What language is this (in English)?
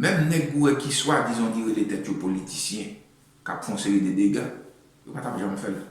Haitian Creole